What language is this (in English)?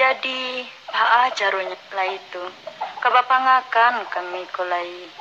Minangkabau